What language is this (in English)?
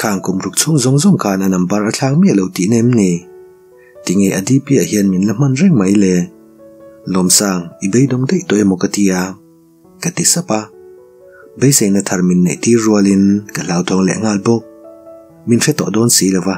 Mizo